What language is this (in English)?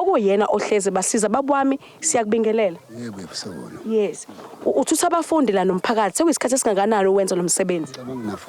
Zulu